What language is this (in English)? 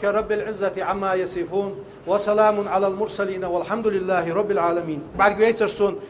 Ingush